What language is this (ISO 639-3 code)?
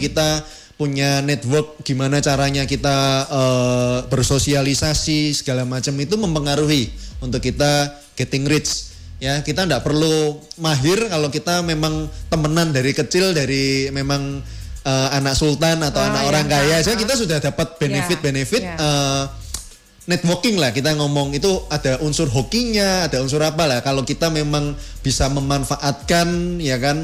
ind